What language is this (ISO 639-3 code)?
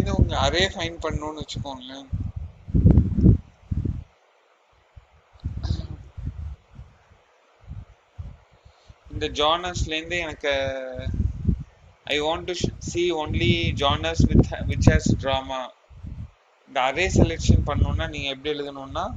tam